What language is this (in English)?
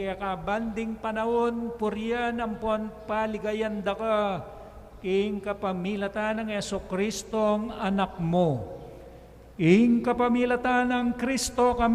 Pampanga